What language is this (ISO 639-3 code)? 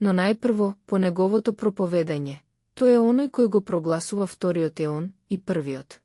mkd